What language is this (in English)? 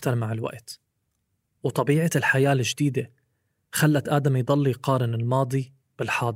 North Levantine Arabic